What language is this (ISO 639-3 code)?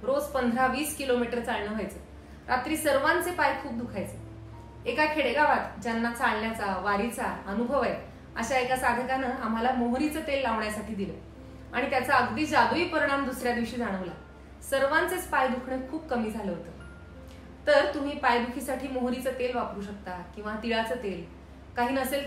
mar